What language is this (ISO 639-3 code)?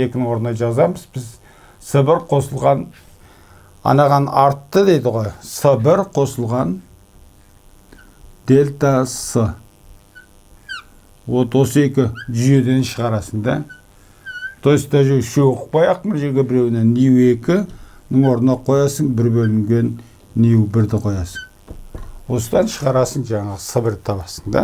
kaz